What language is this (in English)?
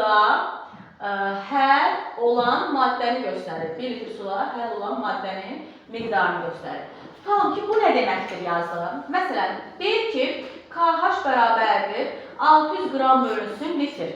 Azerbaijani